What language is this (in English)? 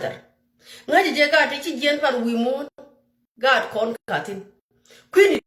Nuer